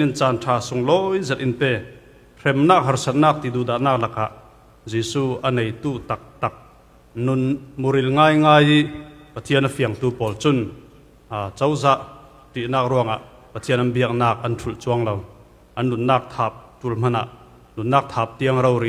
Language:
Falam Chin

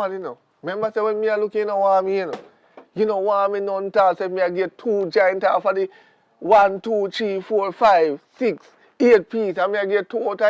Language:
Jamaican Creole English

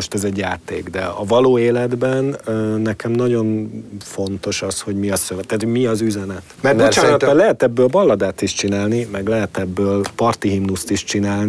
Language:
Hungarian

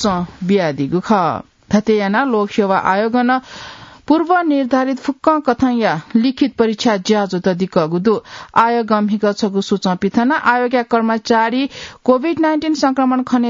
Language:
Newari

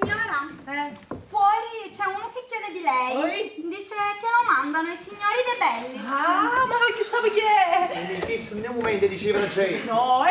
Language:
Neapolitan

